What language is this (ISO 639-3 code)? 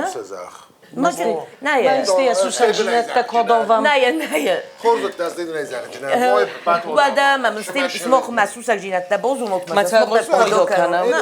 oss